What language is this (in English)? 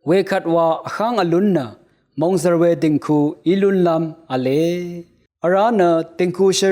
Rawang